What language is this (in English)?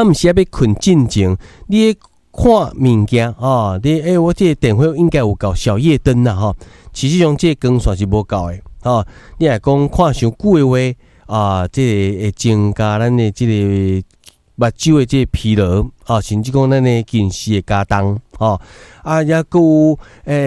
Min Nan Chinese